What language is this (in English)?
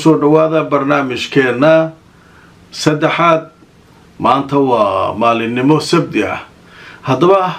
Somali